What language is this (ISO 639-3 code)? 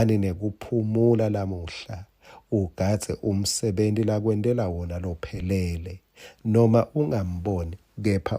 ssw